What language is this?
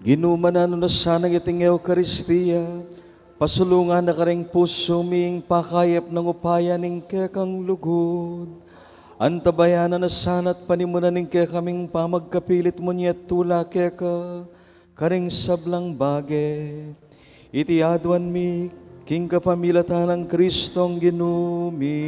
Pampanga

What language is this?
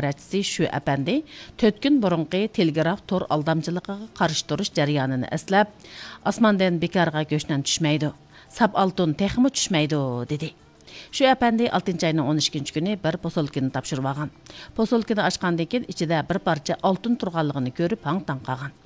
Uyghur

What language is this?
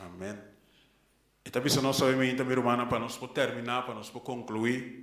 Papiamento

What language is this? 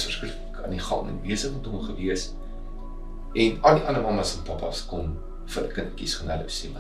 Afrikaans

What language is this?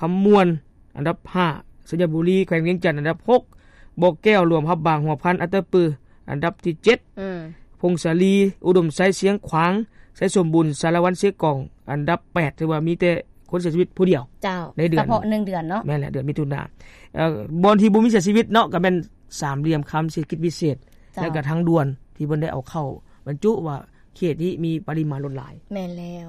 Lao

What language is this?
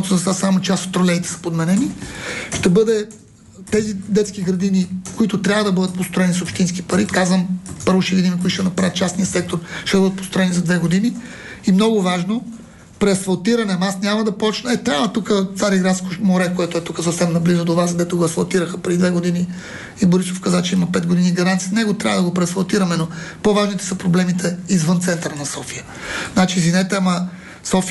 Bulgarian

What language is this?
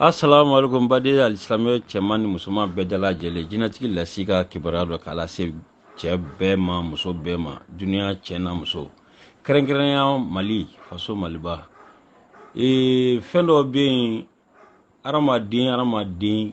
Bambara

